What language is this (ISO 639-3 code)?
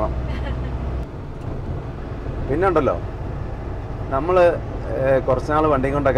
mal